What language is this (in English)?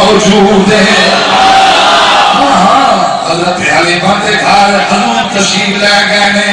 Saraiki